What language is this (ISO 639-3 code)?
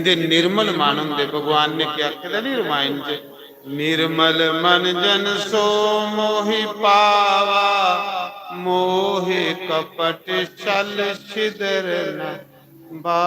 doi